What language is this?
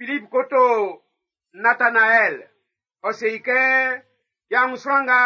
Baoulé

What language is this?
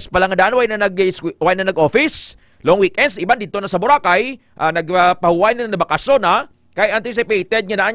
Hiligaynon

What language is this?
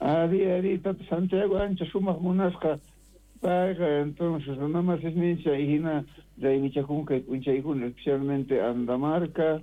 South Bolivian Quechua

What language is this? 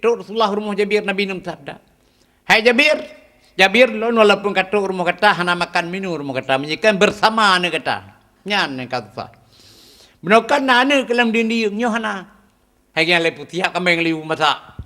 Achinese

